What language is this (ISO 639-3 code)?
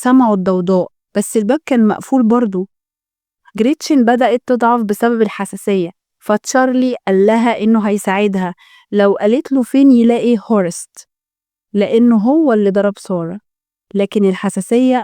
arz